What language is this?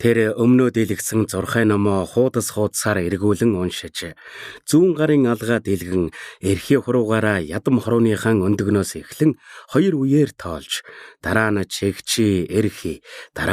Mongolian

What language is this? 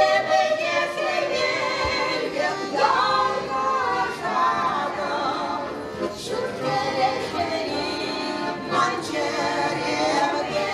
Chuvash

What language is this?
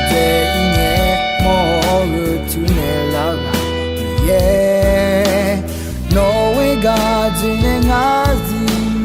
Akha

